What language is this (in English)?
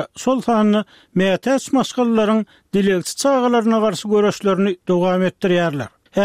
Turkmen